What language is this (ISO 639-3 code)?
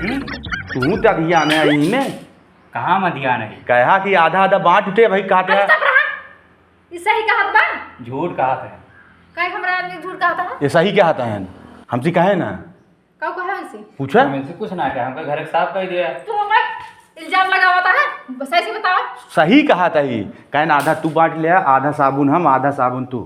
awa